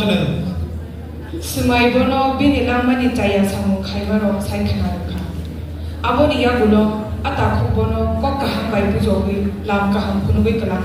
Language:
Kok Borok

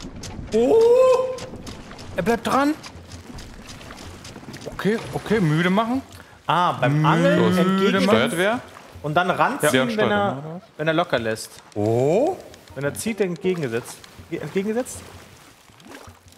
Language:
German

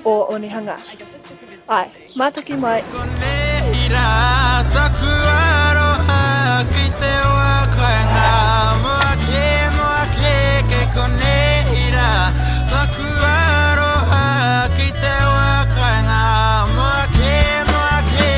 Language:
Māori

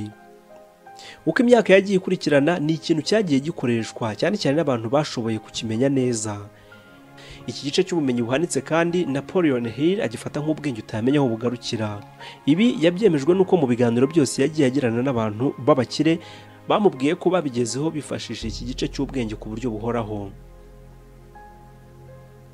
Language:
Kinyarwanda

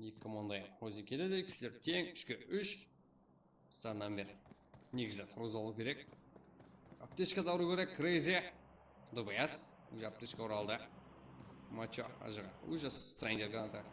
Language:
Kara-Kalpak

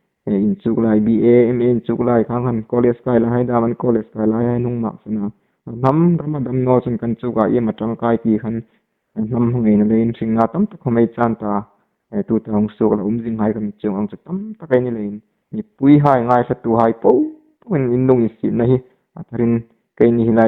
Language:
Hmar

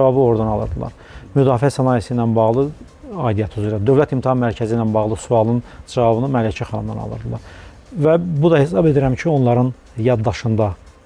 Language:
Azerbaijani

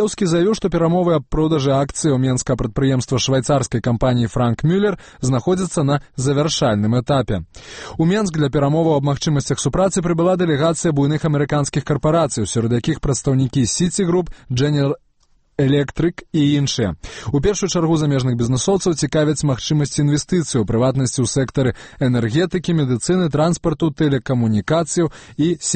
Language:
Belarusian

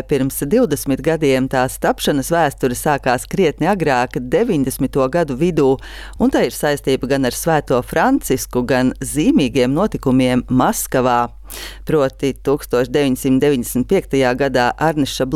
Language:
Latvian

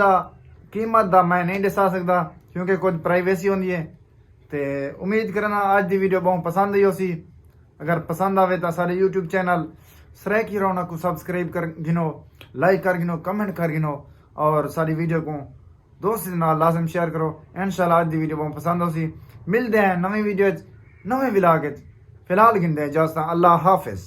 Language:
Saraiki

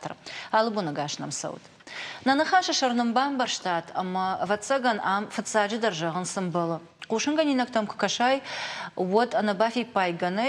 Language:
Ossetic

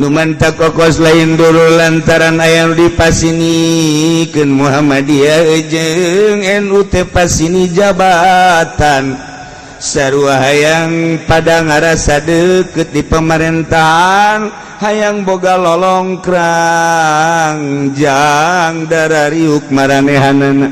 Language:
Sundanese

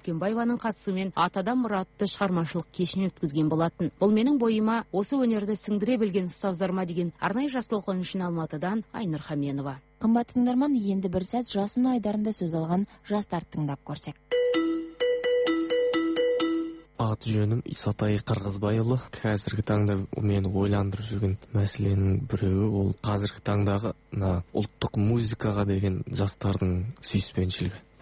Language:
Kazakh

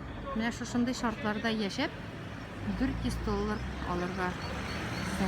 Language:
Tatar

